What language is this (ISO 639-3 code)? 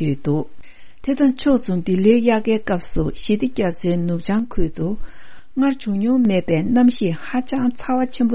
bod